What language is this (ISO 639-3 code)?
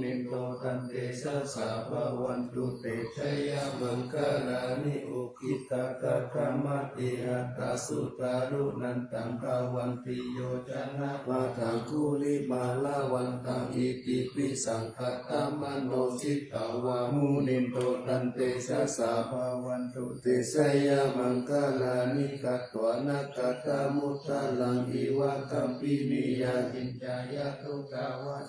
pli